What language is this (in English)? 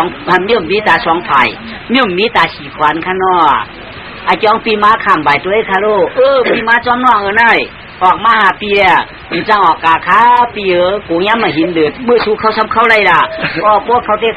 Shan